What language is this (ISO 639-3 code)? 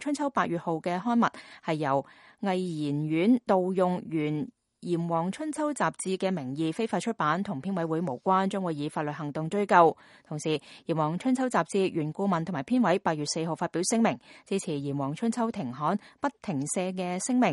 yue